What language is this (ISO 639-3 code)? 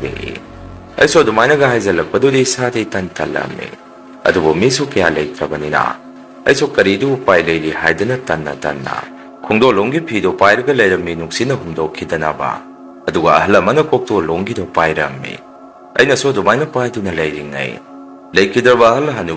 mni